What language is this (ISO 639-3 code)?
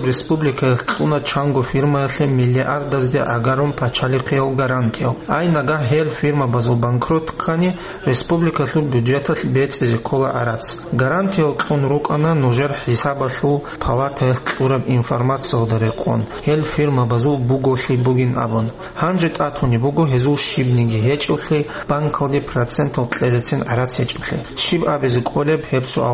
ava